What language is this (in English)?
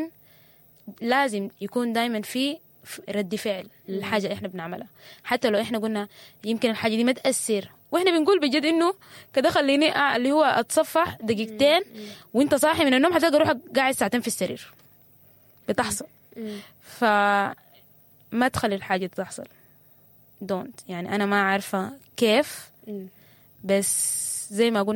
Sudanese Arabic